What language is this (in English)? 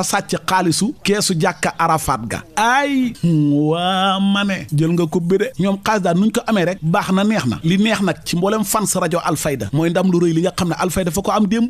Wolof